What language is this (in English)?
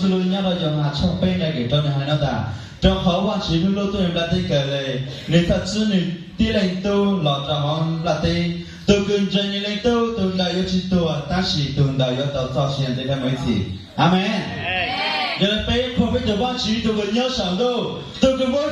Hmong